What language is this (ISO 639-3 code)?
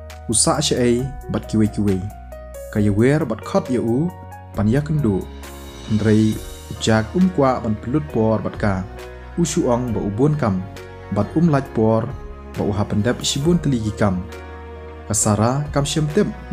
kha